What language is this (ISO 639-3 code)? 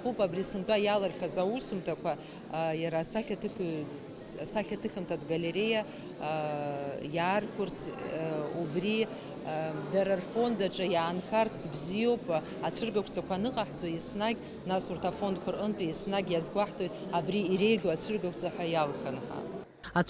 abk